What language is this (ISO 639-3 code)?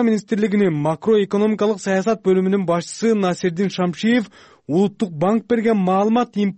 kir